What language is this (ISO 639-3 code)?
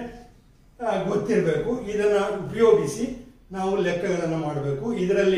kan